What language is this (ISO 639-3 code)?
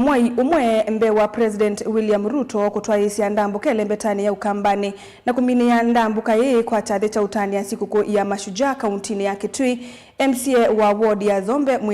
kam